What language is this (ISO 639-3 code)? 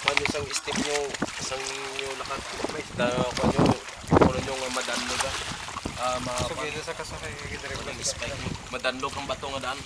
hil